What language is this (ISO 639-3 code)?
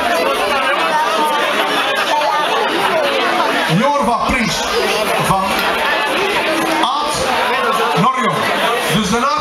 nld